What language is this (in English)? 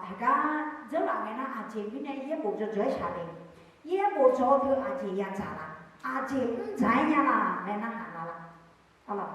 Akha